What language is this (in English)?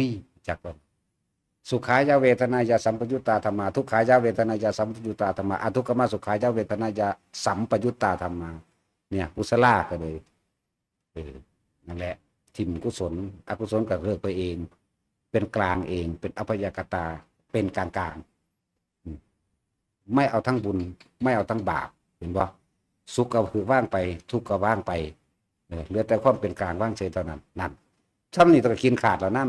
Northeastern Thai